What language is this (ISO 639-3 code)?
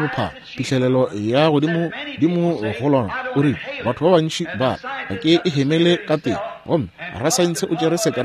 nso